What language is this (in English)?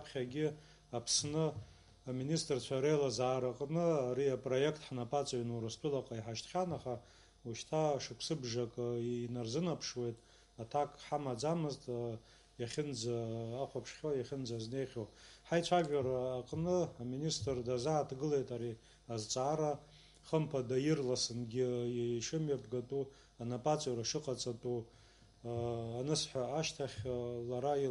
Abkhazian